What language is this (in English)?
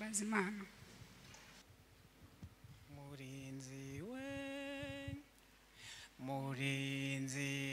Kinyarwanda